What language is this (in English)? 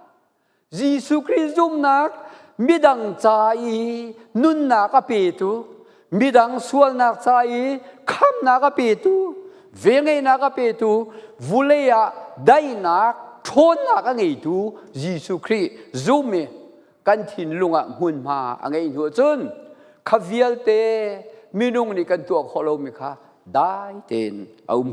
Falam Chin